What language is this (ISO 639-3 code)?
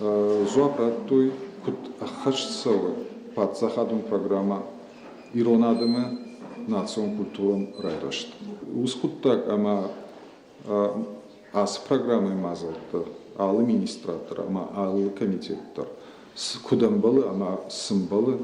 oss